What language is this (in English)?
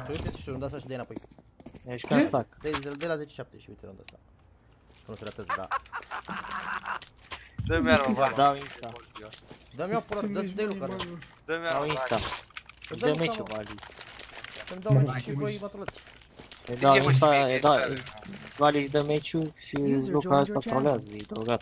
Romanian